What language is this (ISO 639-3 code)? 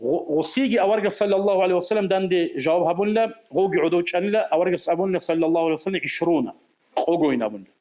ava